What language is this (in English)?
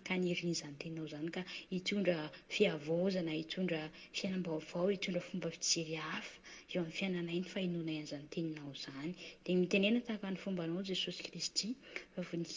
Malagasy